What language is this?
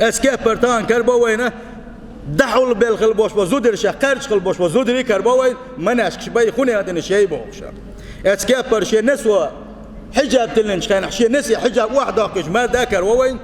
Chechen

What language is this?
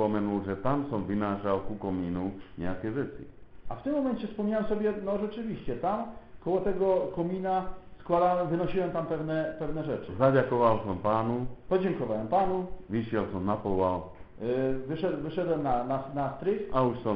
Slovak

